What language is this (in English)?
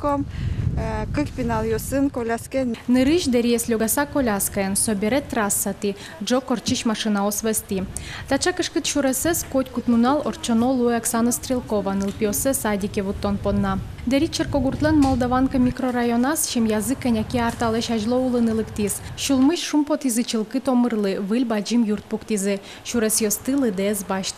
Udmurt